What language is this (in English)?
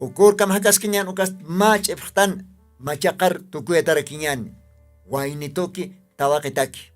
Aymara